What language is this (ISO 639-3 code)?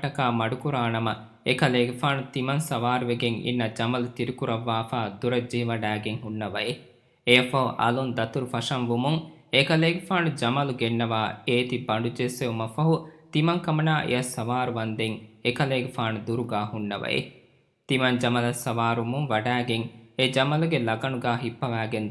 div